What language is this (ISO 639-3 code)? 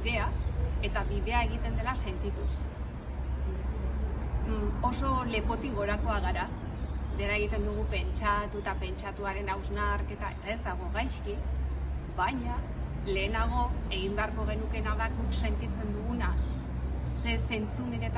eus